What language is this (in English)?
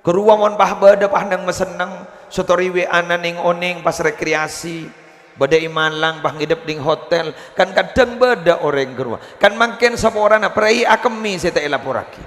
Madurese